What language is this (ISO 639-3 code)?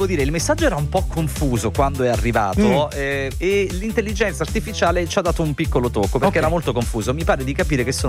ita